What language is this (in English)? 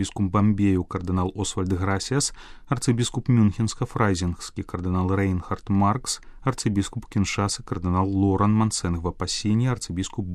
Belarusian